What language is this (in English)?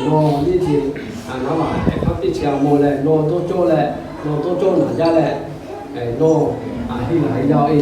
Lahu